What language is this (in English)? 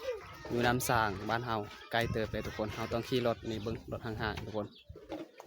Lao